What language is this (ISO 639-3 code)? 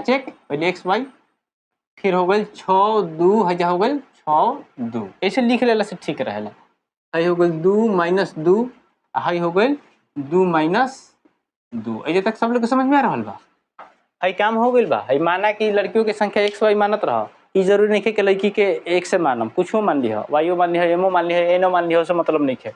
bho